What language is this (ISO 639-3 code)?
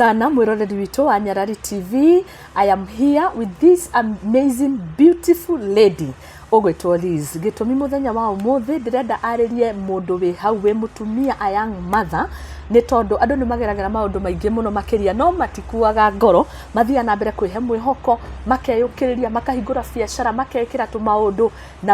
kik